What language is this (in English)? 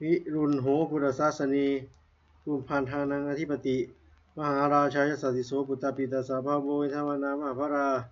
Pali